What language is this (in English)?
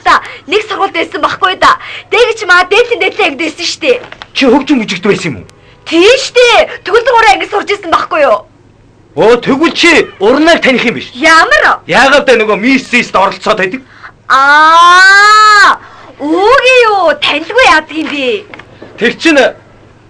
Mongolian